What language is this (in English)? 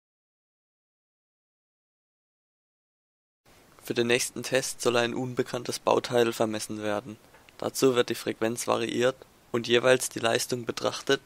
German